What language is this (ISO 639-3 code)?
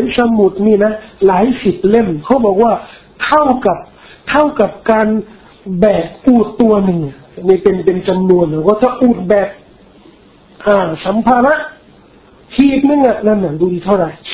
tha